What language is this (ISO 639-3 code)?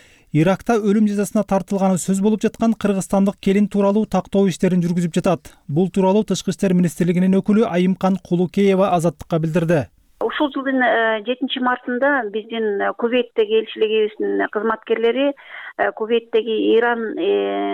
kir